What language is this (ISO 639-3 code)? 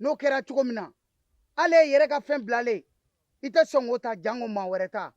bam